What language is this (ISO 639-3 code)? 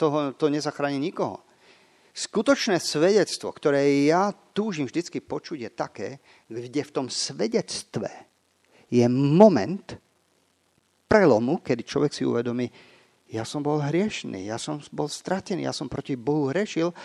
slk